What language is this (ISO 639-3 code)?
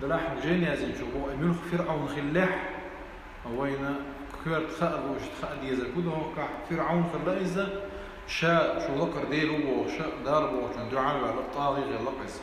che